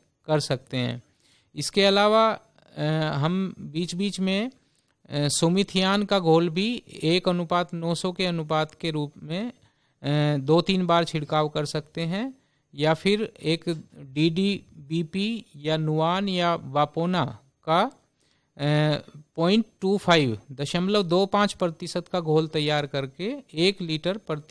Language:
Hindi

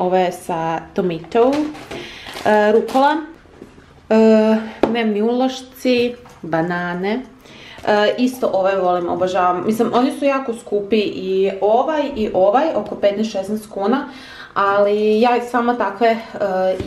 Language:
Croatian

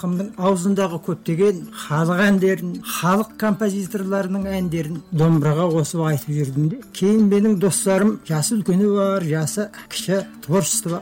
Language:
Kazakh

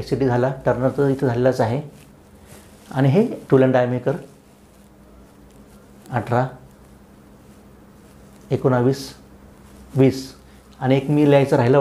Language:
Marathi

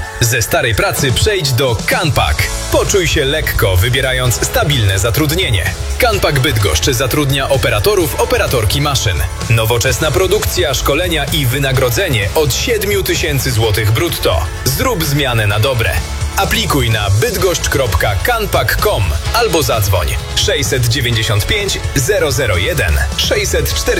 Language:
Polish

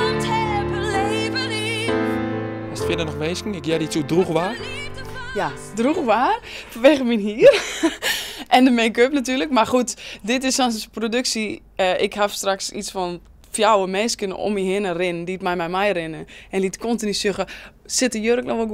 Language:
Western Frisian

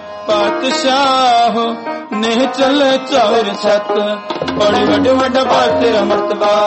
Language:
Punjabi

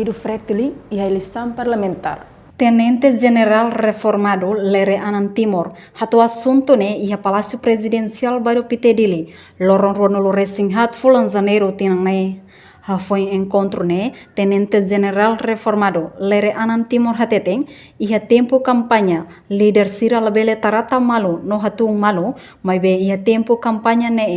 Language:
Tetum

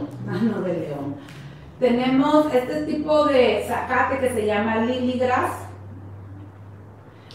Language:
Spanish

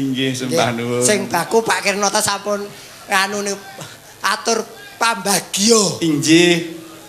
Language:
Javanese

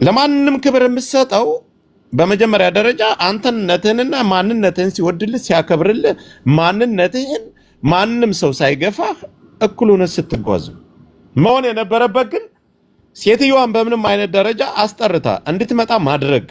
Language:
Amharic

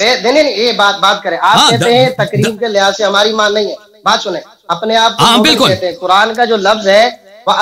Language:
Urdu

